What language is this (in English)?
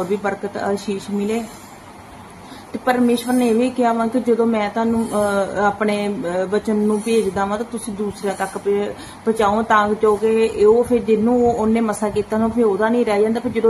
Punjabi